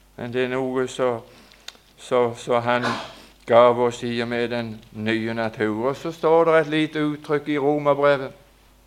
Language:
Norwegian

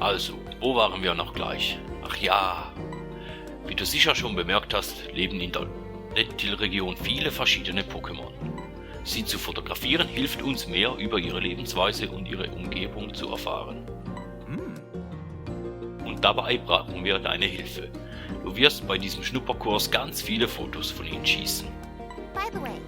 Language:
Swiss German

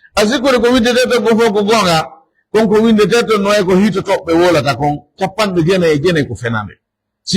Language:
Pular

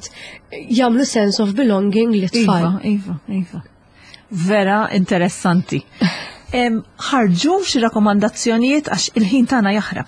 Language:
Maltese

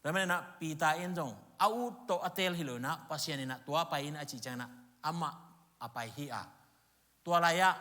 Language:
Tedim Chin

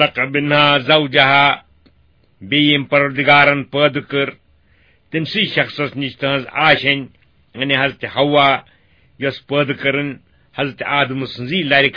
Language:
Kashmiri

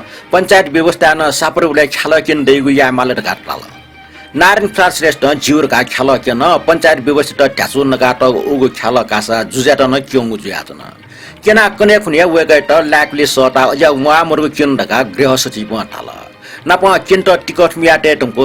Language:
Newari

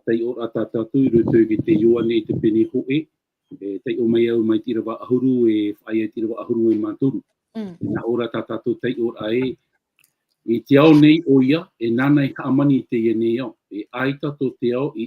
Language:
Tahitian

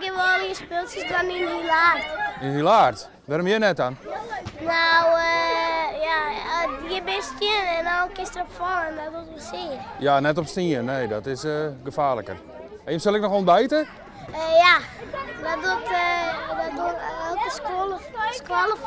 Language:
Western Frisian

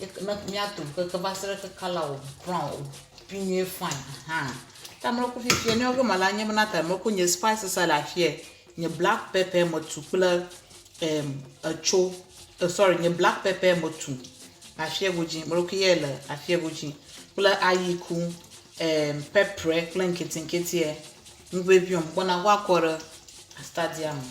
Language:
Ewe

